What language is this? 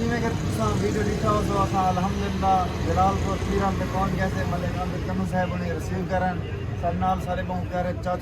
Saraiki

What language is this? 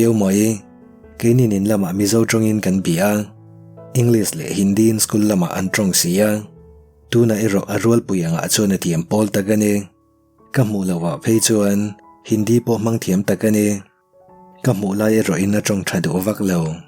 Mizo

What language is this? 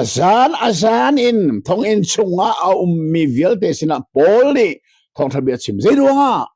Hakha Chin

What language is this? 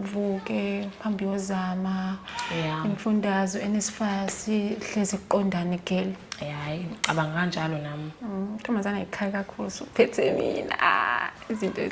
Zulu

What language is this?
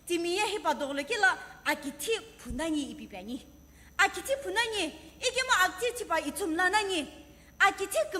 Sumi Naga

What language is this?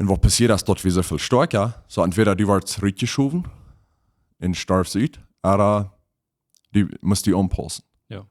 Plautdietsch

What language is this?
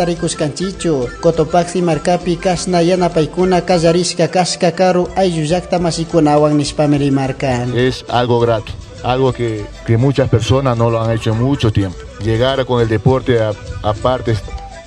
Chimborazo Highland Quichua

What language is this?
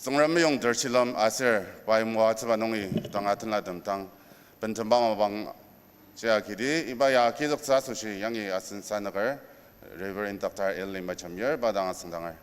Ao Naga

